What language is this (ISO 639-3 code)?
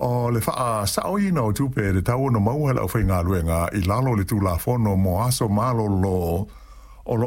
smo